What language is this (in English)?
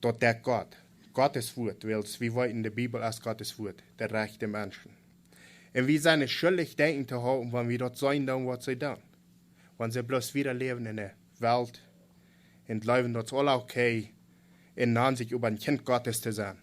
Plautdietsch